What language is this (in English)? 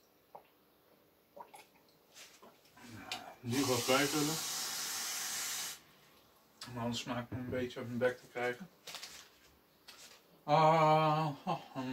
Dutch